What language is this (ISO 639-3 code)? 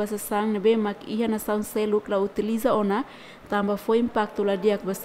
tet